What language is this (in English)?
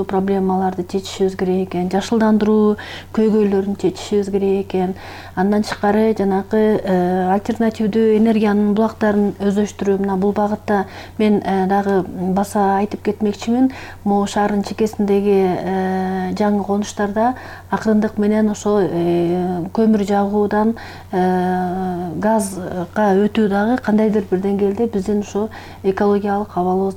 Kyrgyz